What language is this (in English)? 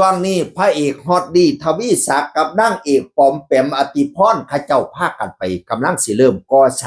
Northeastern Thai